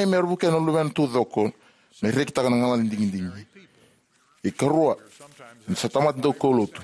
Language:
Fijian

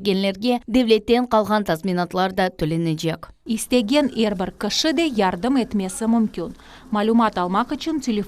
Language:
Crimean Tatar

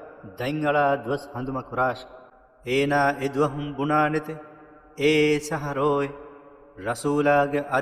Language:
Divehi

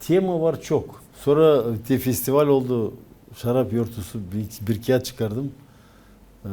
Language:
Gagauz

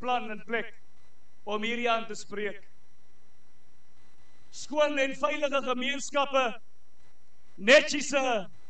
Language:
Afrikaans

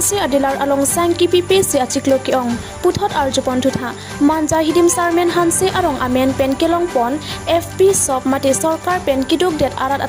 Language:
Karbi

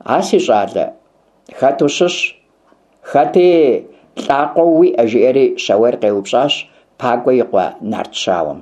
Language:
Kabardian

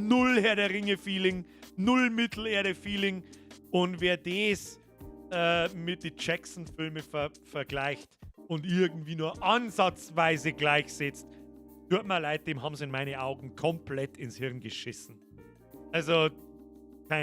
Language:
Bavarian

